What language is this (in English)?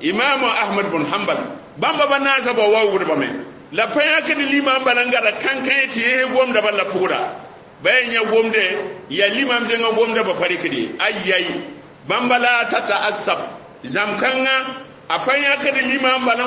Mossi